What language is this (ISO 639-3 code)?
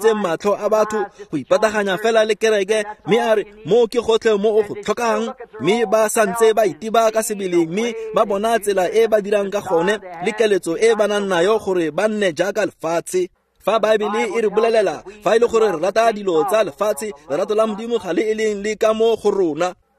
tsn